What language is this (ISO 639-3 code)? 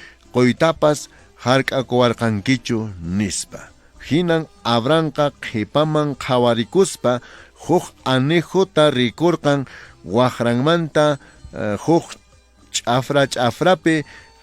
que